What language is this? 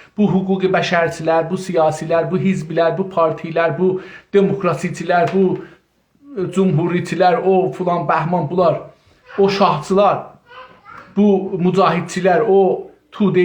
South Azerbaijani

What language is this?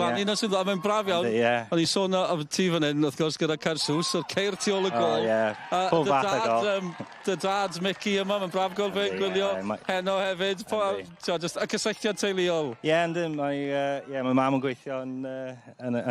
Welsh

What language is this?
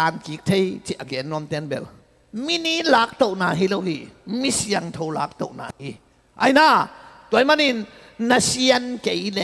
Tedim Chin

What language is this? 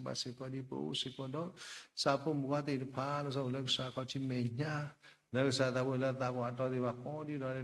S'gaw Karen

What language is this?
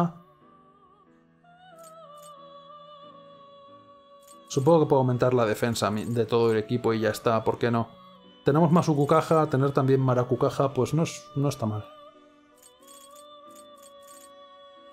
Spanish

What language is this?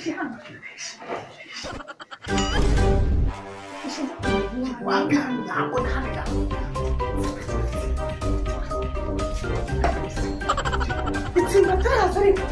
Kinyarwanda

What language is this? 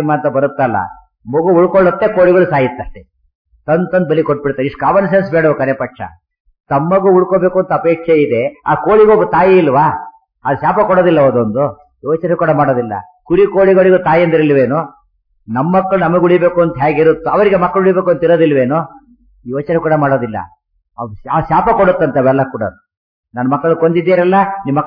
Kannada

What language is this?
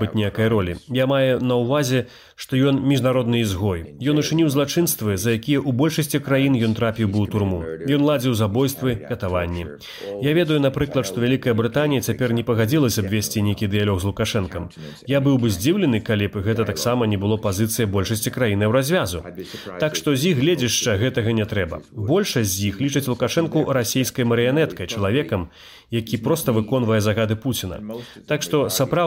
Belarusian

